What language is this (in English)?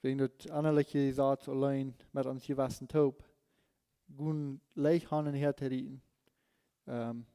Plautdietsch